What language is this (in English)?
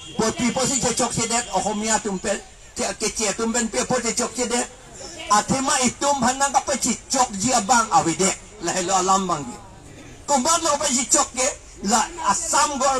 Karbi